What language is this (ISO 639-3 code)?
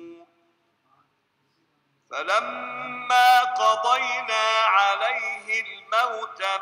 ara